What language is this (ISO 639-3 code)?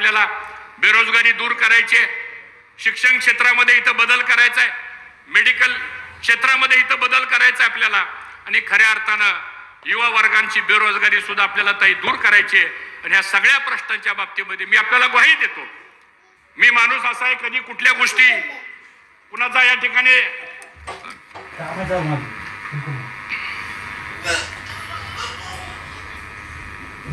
mar